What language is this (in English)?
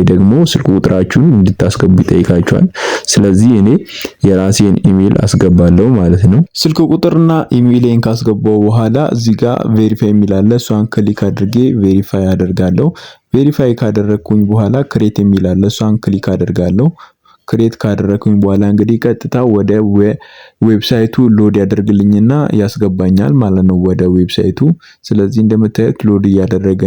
Amharic